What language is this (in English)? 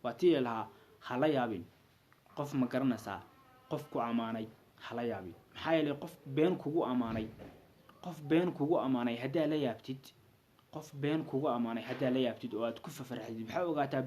Somali